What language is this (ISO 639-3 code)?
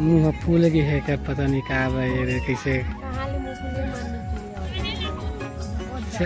hne